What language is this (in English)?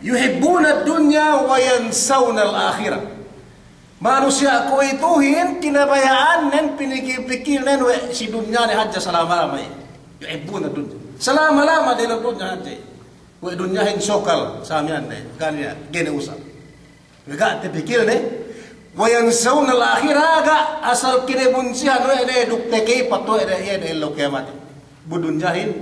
Yakan